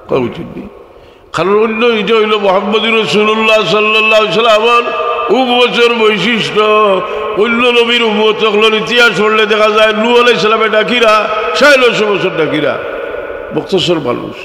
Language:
Sylheti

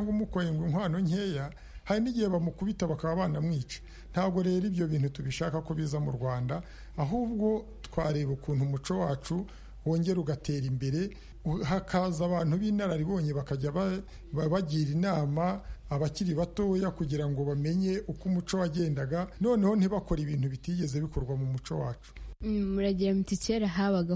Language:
Kinyarwanda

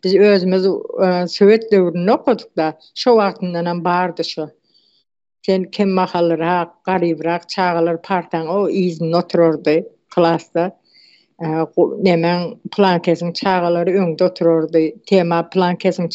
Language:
Turkmen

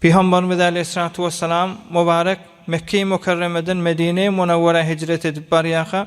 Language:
Turkmen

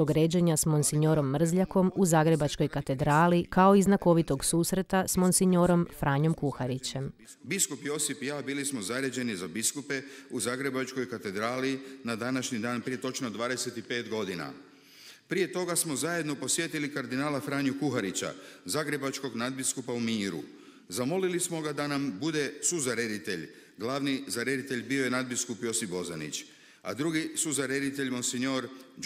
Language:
Croatian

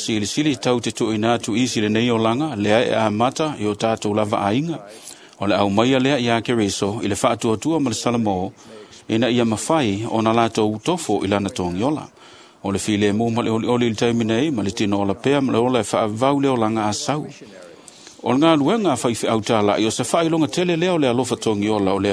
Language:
Samoan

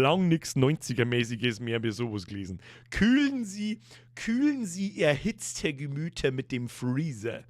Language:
Bavarian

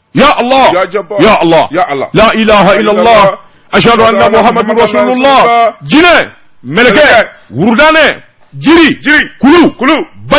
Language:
Bambara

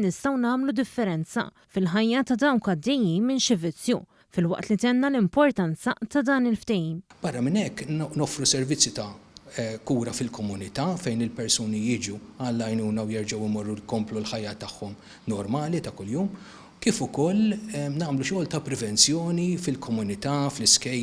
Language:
Maltese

